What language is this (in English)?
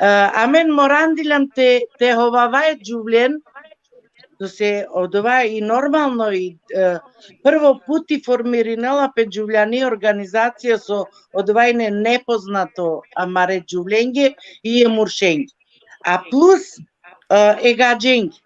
Balkan Romani